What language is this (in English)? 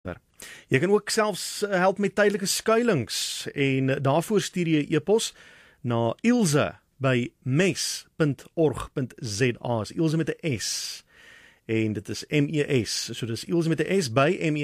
Afrikaans